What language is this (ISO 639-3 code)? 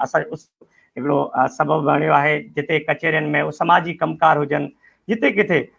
snd